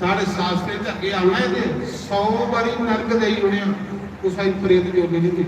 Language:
Dogri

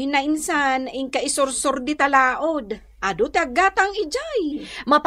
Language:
Iloko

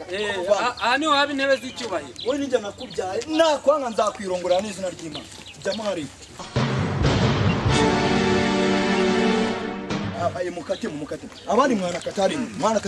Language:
Kinyarwanda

